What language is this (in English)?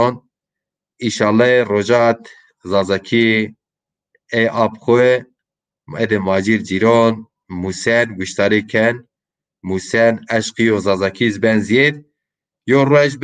Zaza